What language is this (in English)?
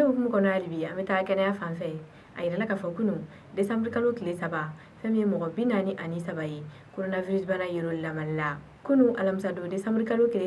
Bambara